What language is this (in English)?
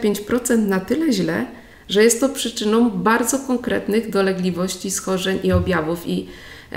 Polish